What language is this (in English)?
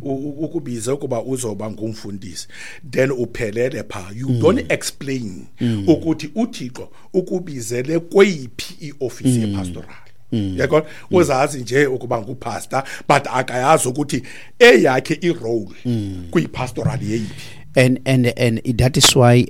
Xhosa